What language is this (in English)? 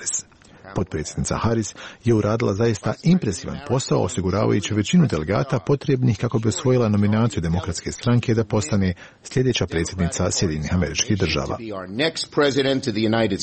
Croatian